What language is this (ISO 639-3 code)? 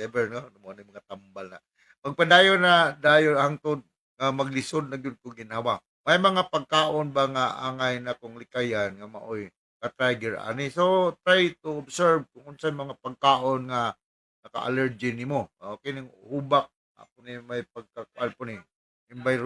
ceb